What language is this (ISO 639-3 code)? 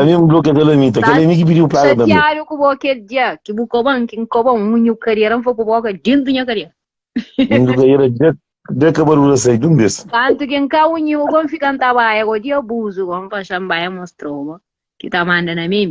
kea